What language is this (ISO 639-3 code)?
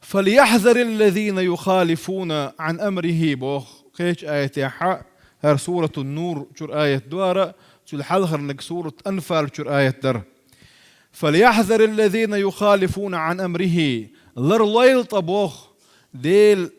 che